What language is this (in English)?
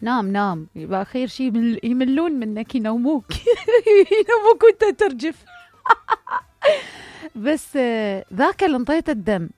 Mesopotamian Arabic